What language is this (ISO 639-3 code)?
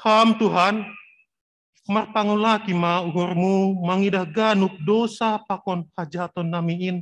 bts